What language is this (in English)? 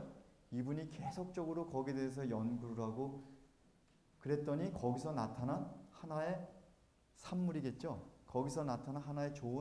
Korean